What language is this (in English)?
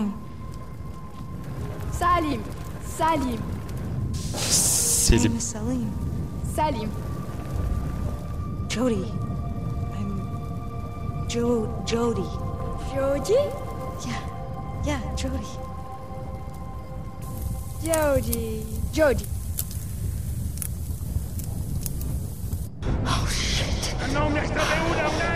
Turkish